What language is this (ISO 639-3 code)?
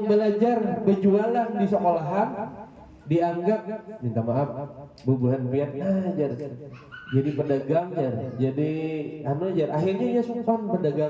bjn